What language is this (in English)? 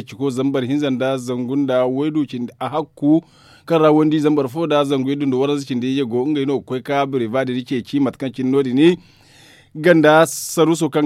Zarma